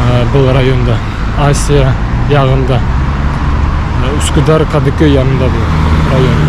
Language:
Bashkir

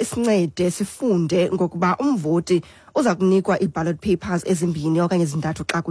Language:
Xhosa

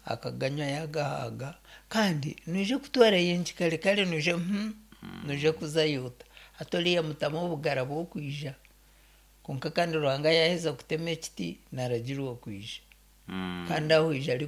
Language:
Nyankole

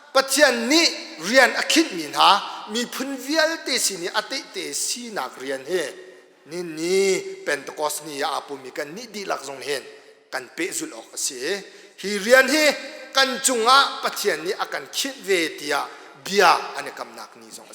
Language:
Hakha Chin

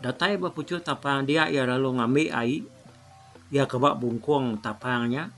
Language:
Iban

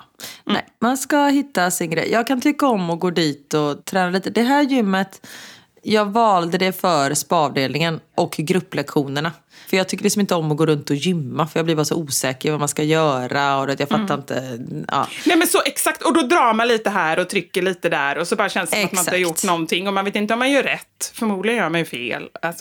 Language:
Swedish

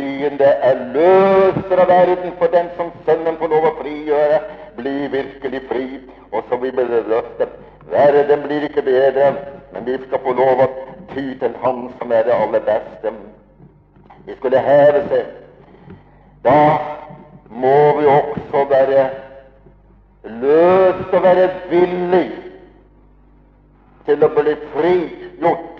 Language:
Norwegian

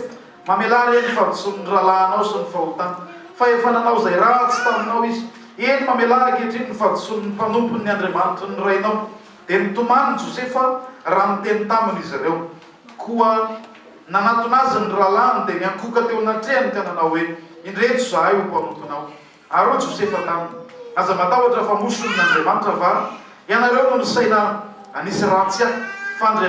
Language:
Malagasy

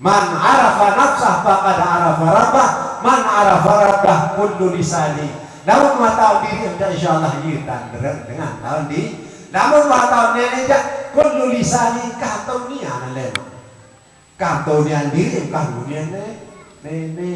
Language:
Sasak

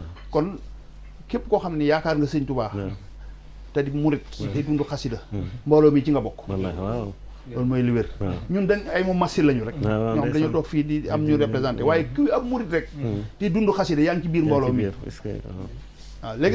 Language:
Wolof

